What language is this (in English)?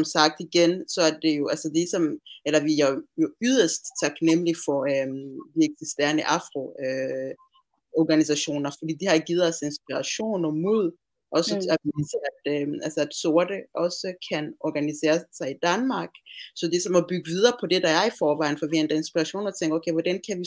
Danish